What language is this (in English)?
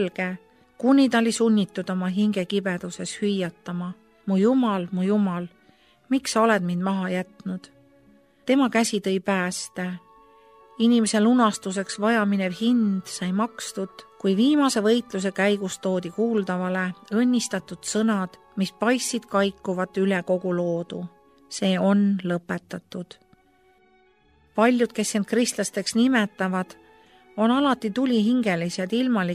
Estonian